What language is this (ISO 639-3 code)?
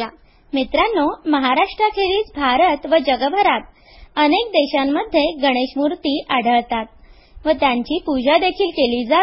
mar